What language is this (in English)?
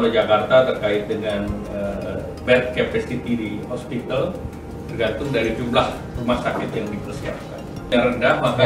Indonesian